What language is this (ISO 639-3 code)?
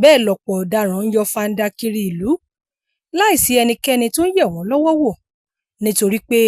yor